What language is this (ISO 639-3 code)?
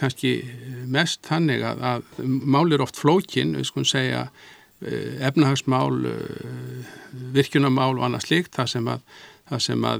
isl